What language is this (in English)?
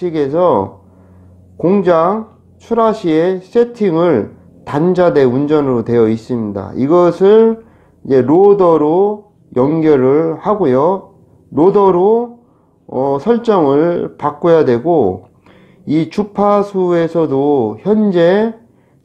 Korean